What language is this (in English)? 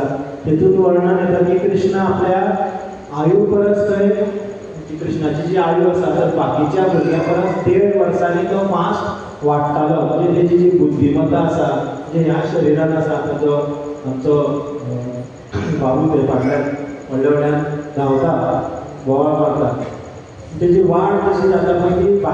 Konkani